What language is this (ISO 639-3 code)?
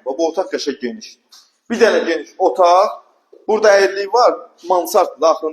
aze